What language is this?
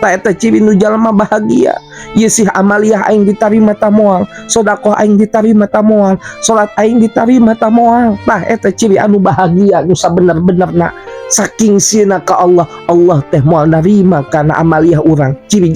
Sundanese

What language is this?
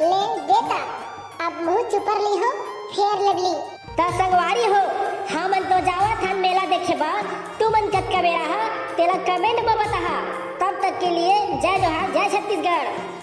Chhattisgarhi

